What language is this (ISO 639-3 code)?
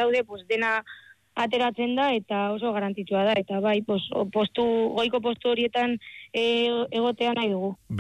eus